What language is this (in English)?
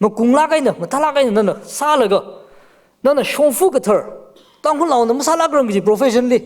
Tangkhul Naga (India)